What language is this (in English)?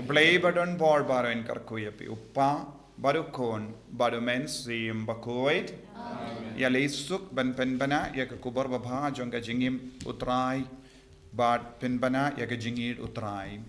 Khasi